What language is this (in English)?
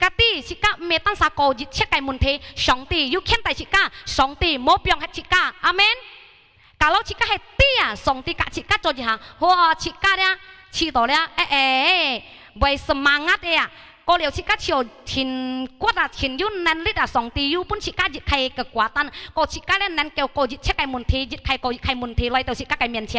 Hakka Chinese